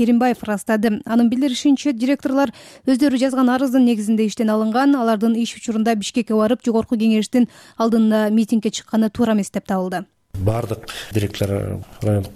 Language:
Kyrgyz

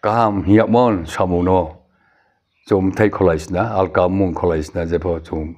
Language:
Riang (India)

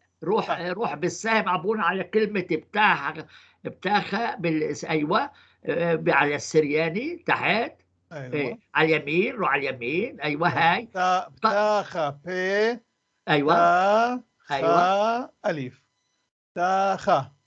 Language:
North Levantine Arabic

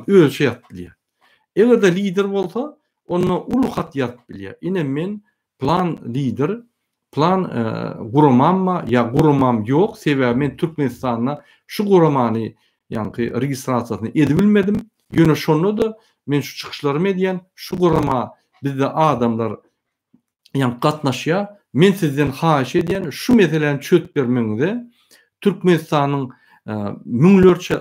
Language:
Turkmen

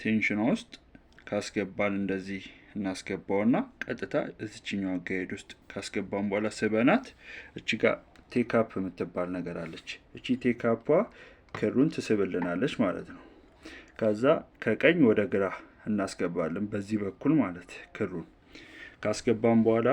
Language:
Amharic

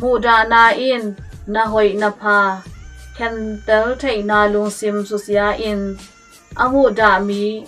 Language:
Tedim Chin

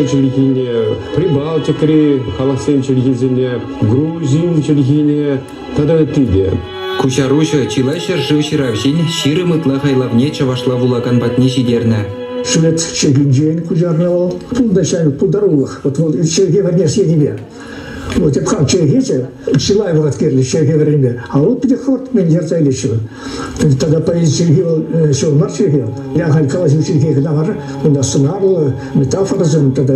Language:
Chuvash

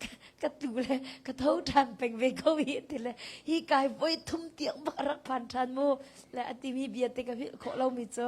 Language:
Hakha Chin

